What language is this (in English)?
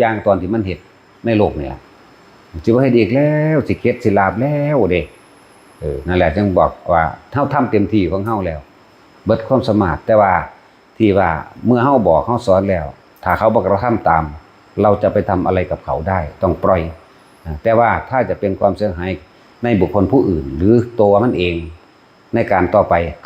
Northeastern Thai